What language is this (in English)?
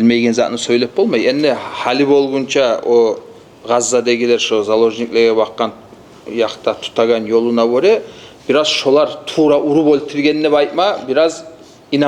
Kumyk